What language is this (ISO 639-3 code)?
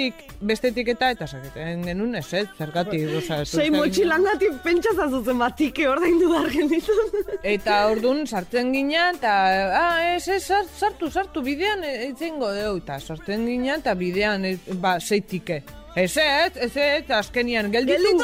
eus